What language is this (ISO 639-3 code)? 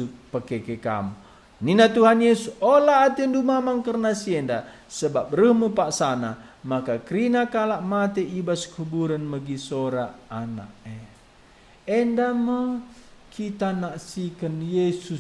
btx